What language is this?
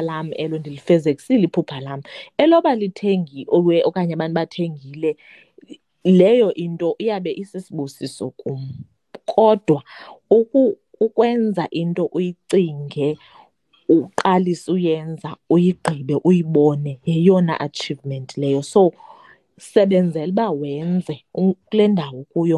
Xhosa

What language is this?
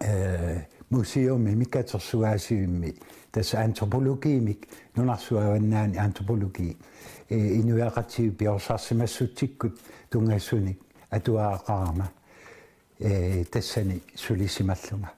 Kalaallisut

